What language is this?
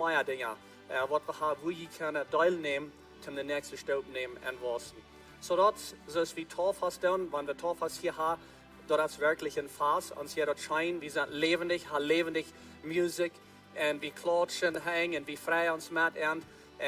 Plautdietsch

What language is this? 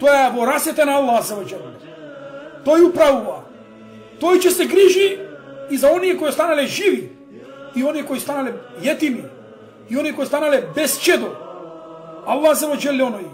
Macedonian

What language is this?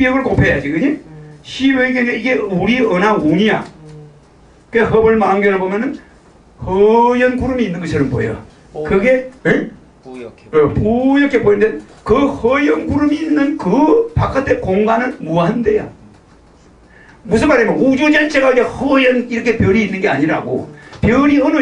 Korean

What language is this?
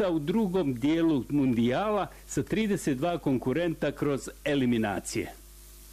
Bosnian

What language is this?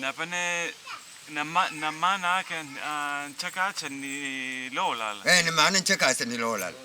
Makonde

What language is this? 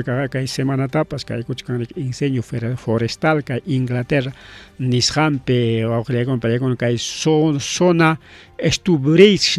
Ayacucho Quechua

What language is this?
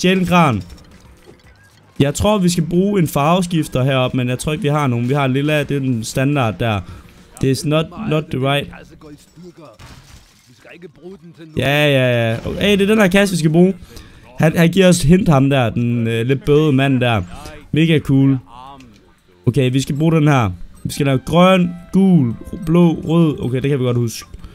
Danish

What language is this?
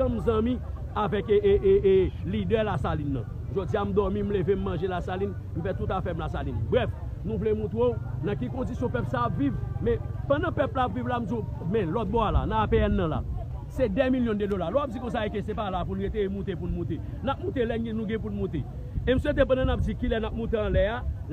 Haitian Creole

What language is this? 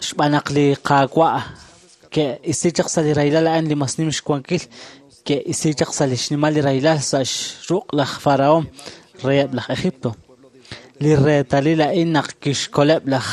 Kekchí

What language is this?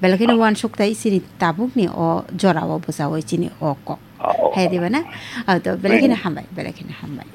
Kok Borok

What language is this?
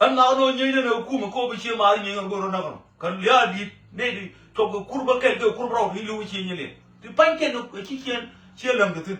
Nuer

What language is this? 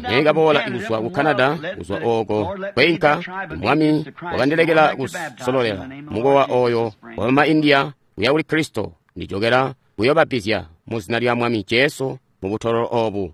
Tonga (Zambia)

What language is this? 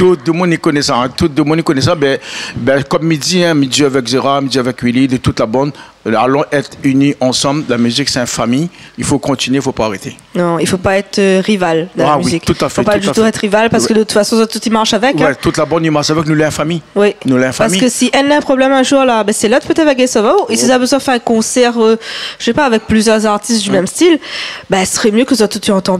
Réunion Creole French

